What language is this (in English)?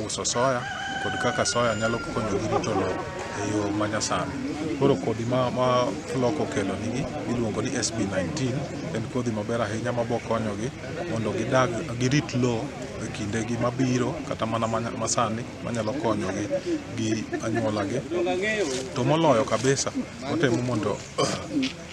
Luo (Kenya and Tanzania)